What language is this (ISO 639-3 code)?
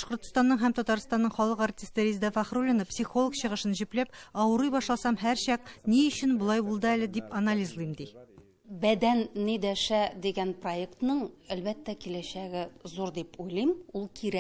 tat